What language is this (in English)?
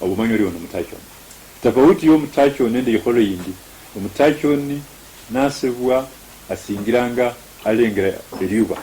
Luyia